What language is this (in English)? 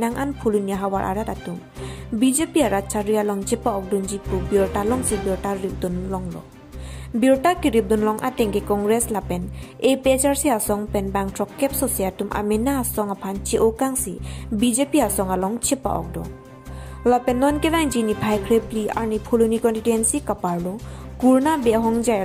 Karbi